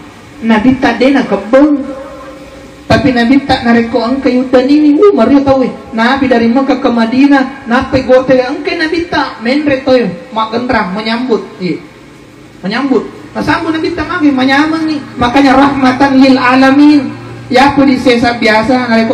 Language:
Buginese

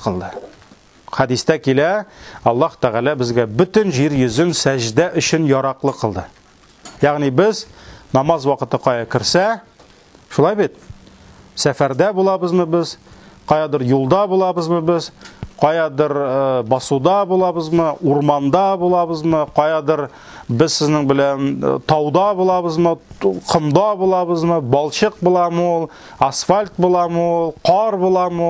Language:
Tatar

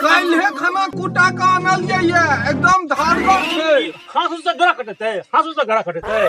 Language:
Maithili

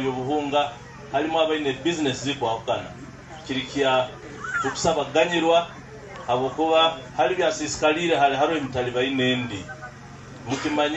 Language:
Nyoro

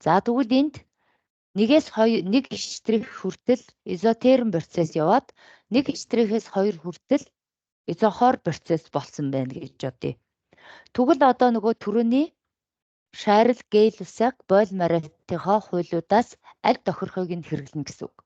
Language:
Mongolian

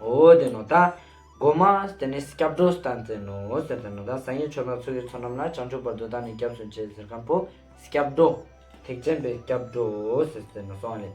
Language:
Ladakhi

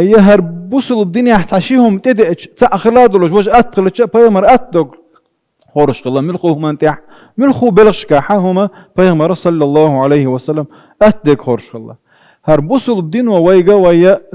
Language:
Chechen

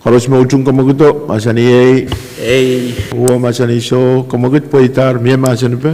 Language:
Pohnpeian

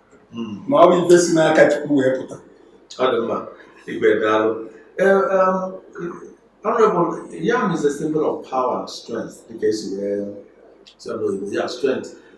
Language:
Igbo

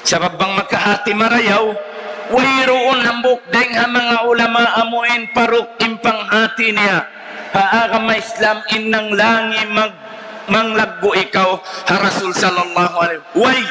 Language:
Tausug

